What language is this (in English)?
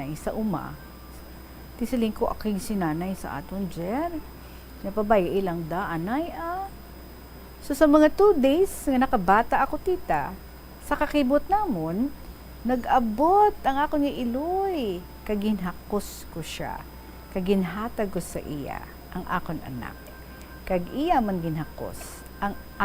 Hiligaynon